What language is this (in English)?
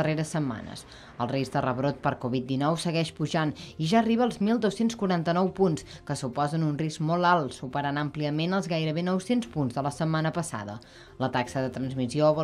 Catalan